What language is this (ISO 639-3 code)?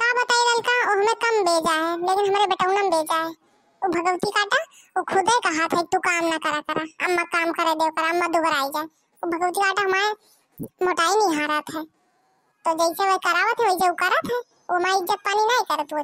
bho